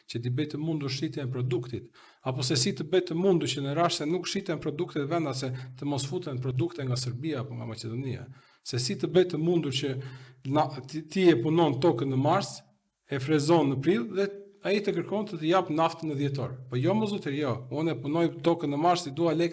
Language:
Albanian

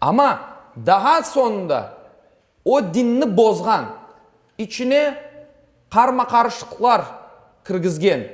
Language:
Crimean Tatar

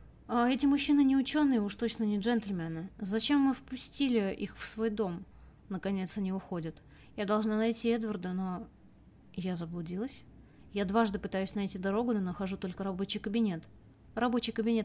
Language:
Russian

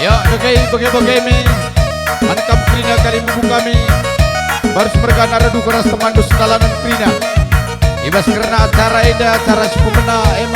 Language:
Batak Karo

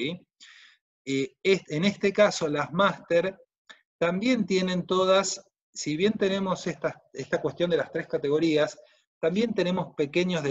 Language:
Spanish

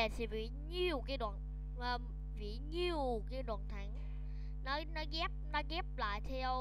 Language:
Vietnamese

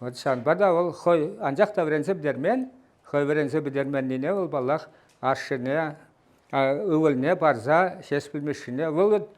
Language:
Chuvash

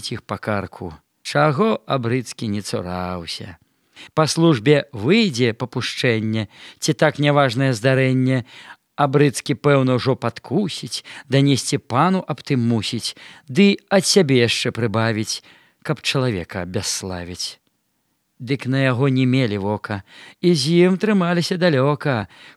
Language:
Belarusian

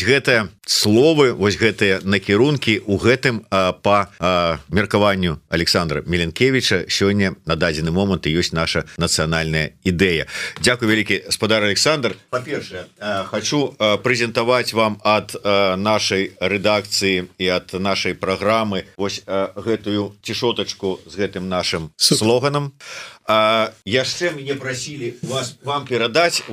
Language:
Belarusian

